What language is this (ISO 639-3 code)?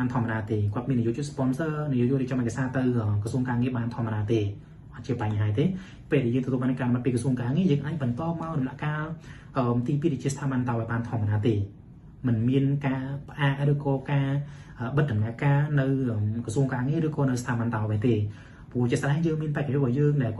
khm